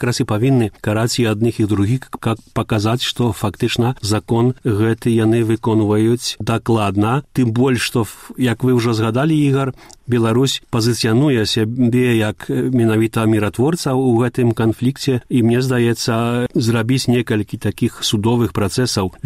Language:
Belarusian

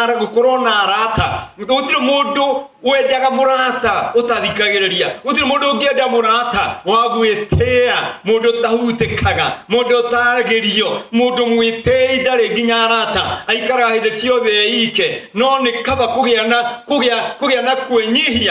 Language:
Kikuyu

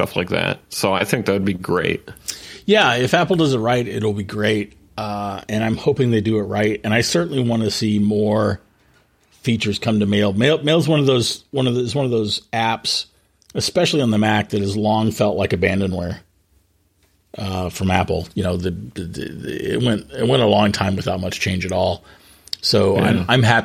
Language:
English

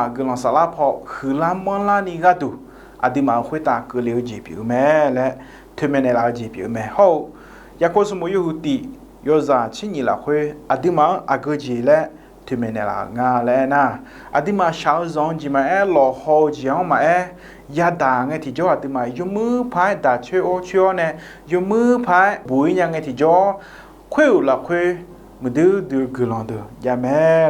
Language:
Akha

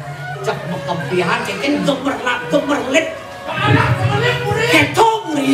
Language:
Balinese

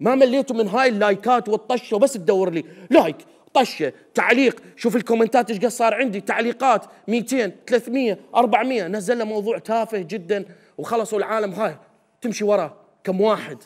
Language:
Mesopotamian Arabic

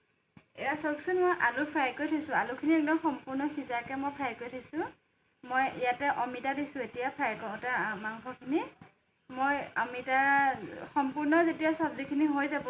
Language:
Assamese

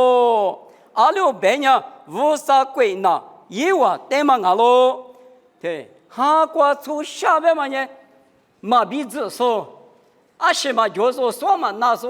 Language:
Lisu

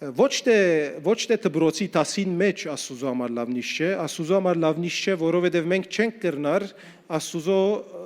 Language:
Western Armenian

